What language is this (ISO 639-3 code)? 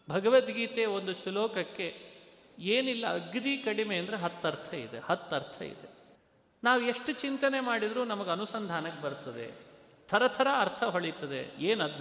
kan